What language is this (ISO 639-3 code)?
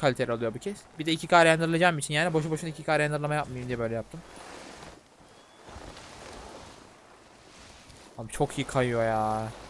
tur